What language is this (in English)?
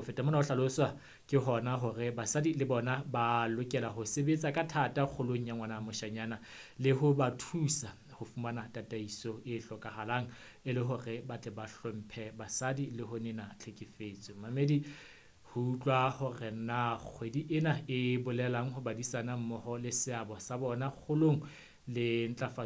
Southern Sotho